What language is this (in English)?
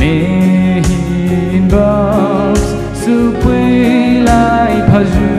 Poumei Naga